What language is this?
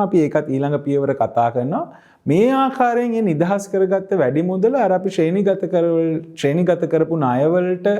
Sinhala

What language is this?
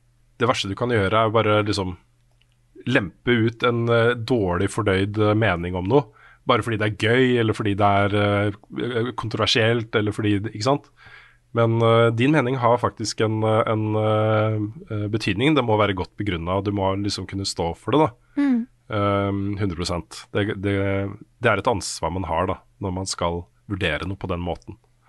Norwegian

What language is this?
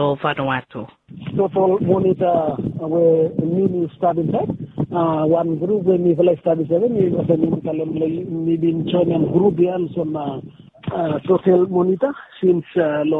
Bislama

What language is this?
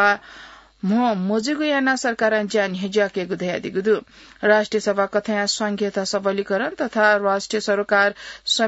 Newari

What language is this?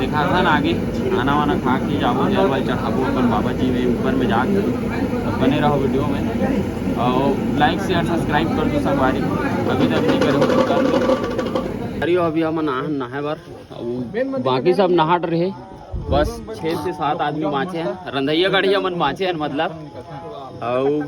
Chhattisgarhi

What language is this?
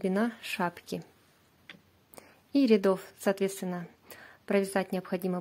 Russian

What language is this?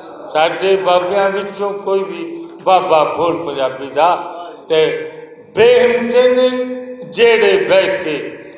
Western Panjabi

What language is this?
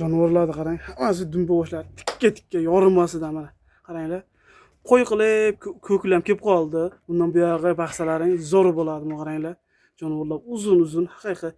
Uzbek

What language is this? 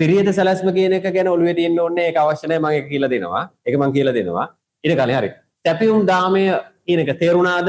Sinhala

